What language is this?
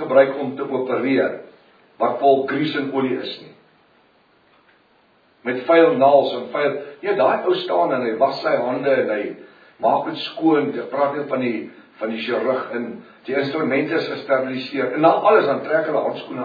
Afrikaans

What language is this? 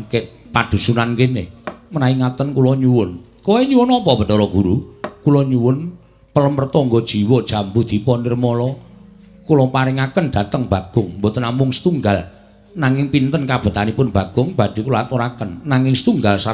Javanese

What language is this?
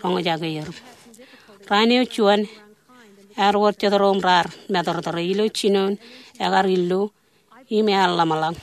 Marshallese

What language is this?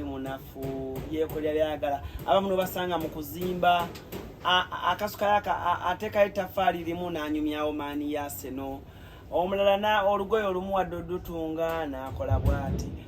Ganda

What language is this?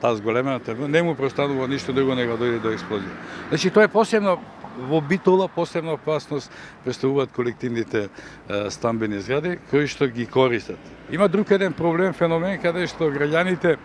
Macedonian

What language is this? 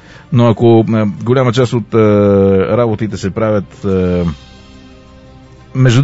Bulgarian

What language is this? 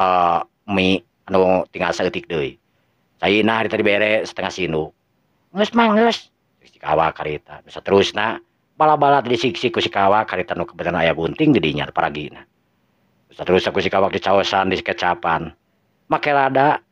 Sundanese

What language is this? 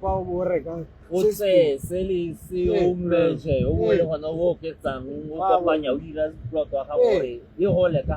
Tswana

